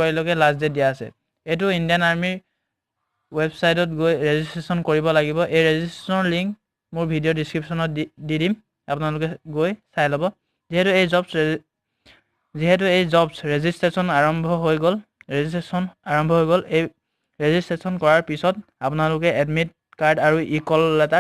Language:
Assamese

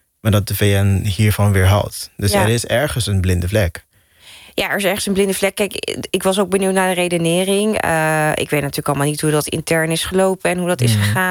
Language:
Dutch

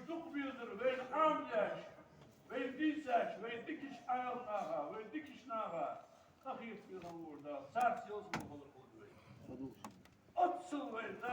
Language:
Ingush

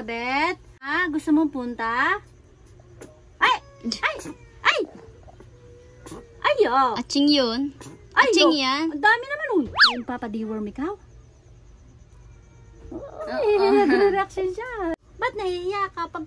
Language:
Filipino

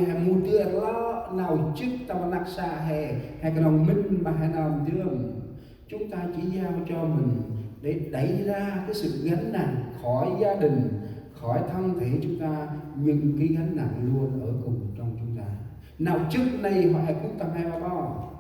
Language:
Central Mnong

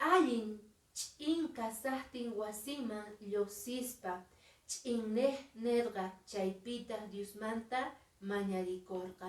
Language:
Quechua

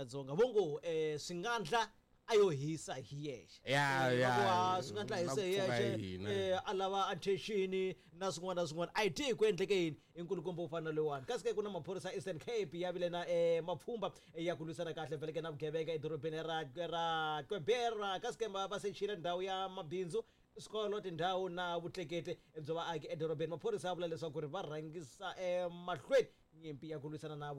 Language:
Tsonga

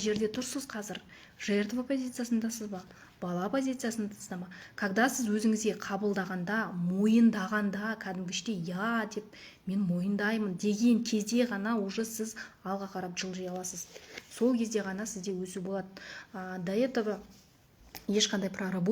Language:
Kazakh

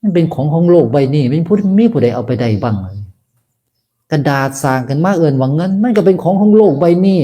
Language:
Northeastern Thai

